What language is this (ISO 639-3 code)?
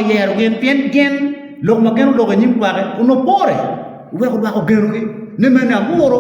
ach